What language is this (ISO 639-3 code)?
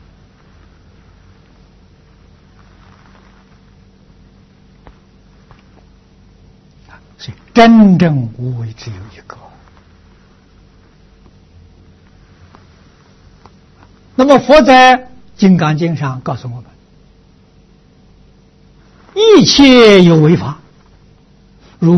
zho